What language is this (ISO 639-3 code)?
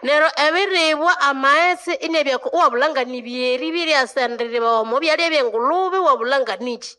nnb